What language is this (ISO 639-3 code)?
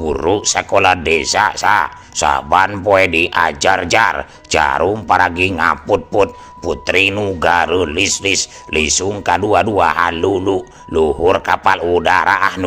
sun